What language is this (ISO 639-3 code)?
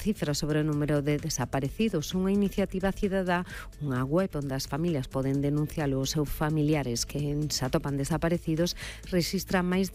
glg